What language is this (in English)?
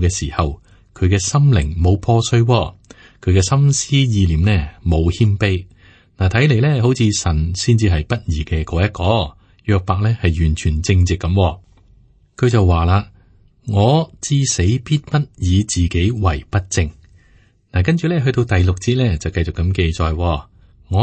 Cantonese